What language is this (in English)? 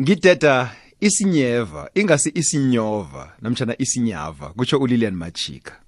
South Ndebele